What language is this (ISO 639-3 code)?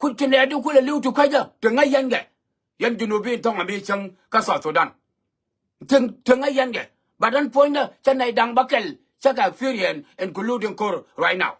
nus